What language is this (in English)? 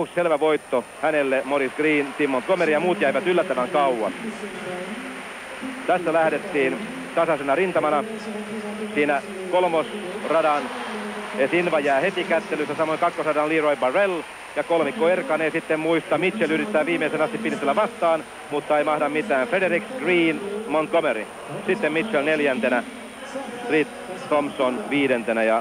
Finnish